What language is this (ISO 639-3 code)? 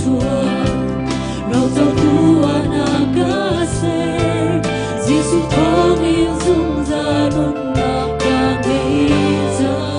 cnh